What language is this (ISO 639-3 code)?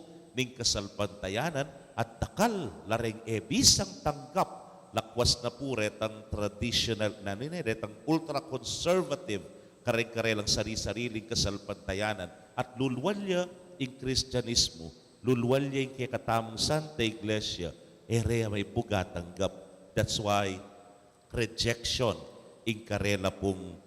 pam